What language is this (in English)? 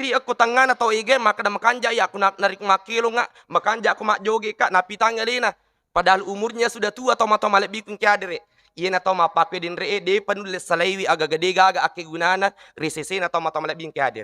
Buginese